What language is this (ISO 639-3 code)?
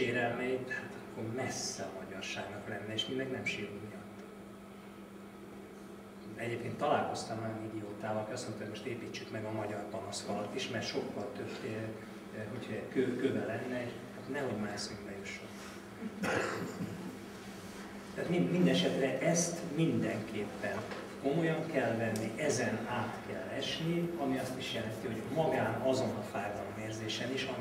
hun